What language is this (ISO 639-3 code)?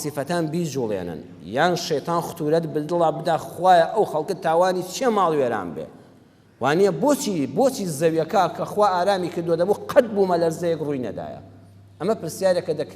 ckb